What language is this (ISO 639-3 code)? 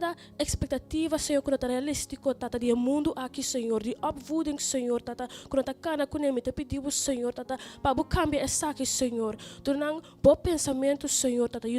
pap